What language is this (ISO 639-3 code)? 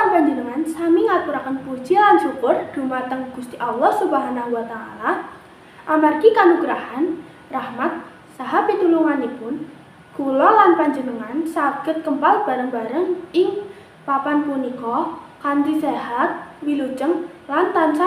jav